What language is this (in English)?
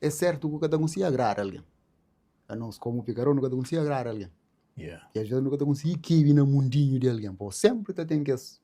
Kabuverdianu